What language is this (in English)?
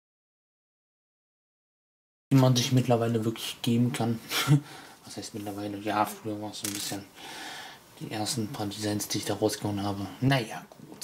German